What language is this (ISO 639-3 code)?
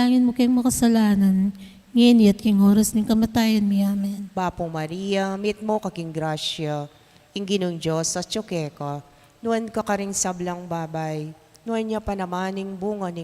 pam